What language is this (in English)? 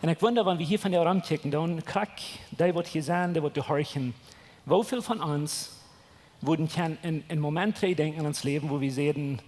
Plautdietsch